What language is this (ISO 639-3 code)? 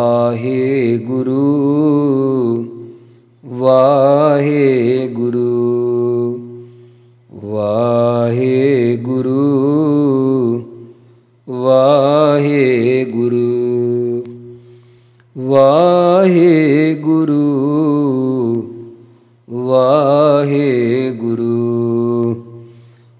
pan